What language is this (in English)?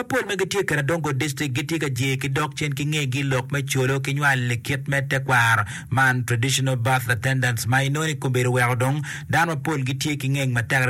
Acoli